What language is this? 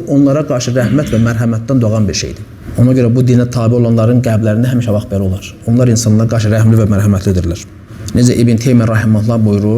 Azerbaijani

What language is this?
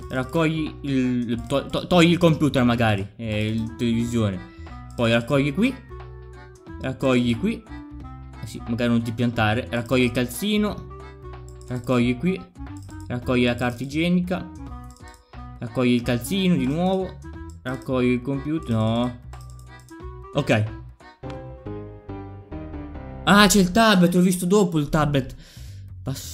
Italian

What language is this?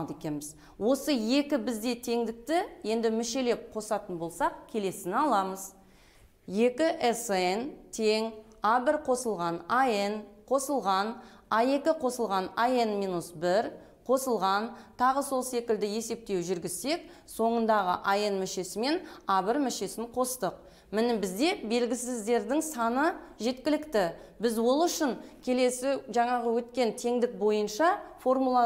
Kazakh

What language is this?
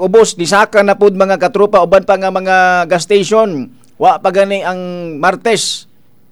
Cebuano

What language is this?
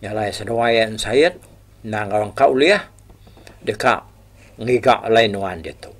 Iban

